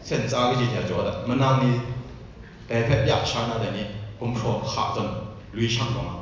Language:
Kachin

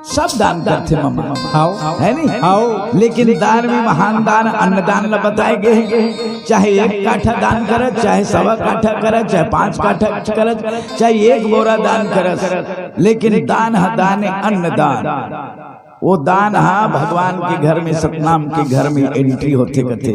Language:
Chhattisgarhi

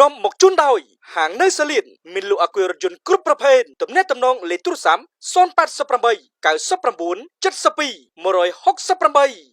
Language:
Khmer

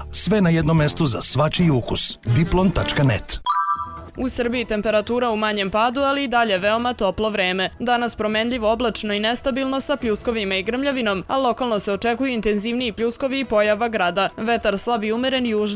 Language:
Serbian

